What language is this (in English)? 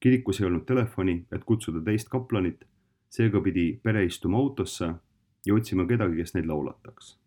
Estonian